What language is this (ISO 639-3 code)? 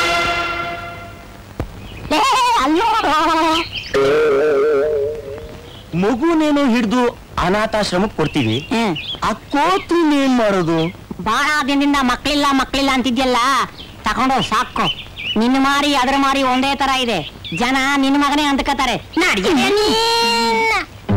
kan